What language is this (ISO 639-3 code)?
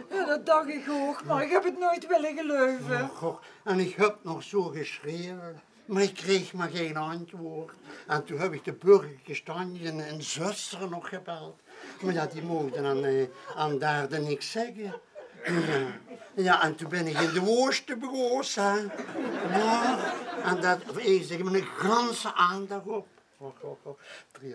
lim